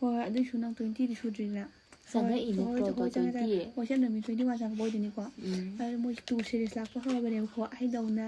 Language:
Manipuri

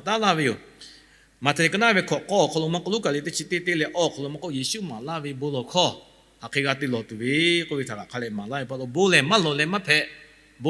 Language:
Lahu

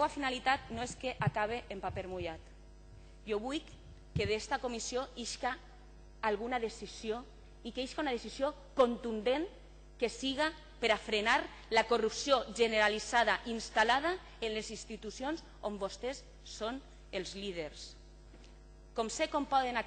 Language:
Catalan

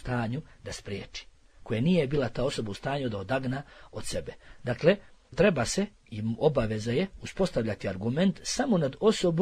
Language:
Bosnian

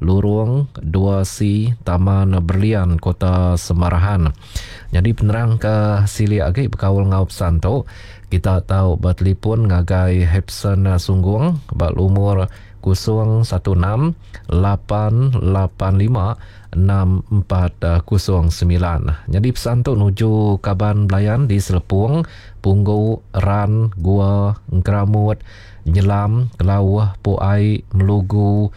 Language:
Iban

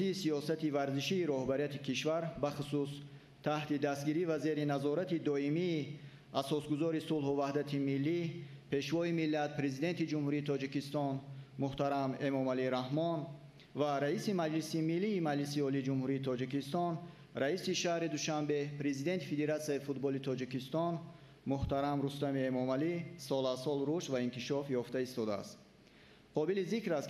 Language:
Tajik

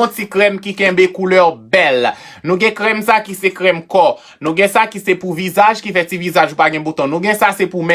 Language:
Haitian Creole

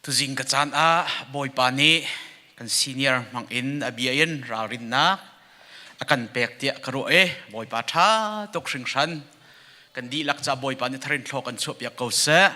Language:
Hakha Chin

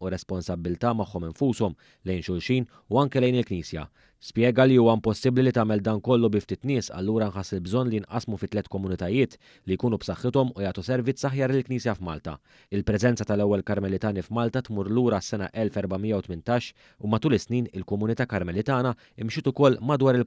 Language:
Maltese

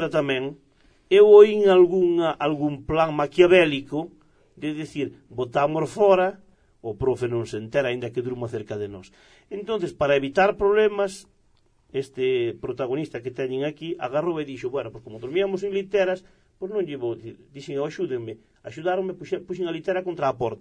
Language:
Galician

